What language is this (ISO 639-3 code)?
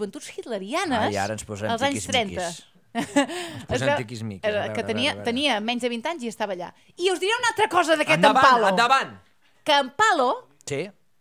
cat